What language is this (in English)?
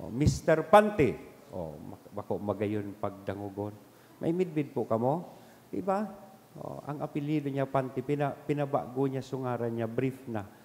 Bikol